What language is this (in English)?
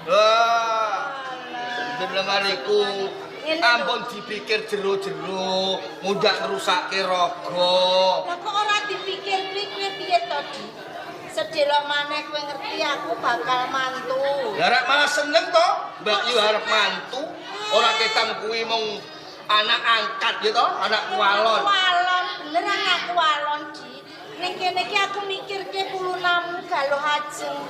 Javanese